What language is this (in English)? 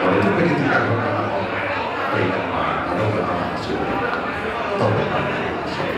Batak Toba